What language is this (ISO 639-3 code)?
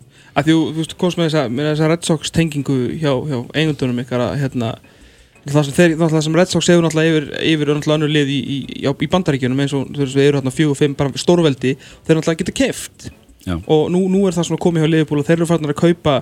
isl